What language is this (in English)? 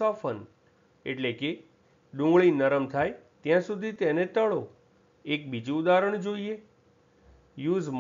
Gujarati